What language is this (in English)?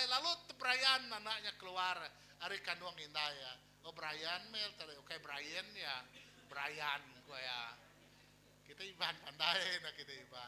Iban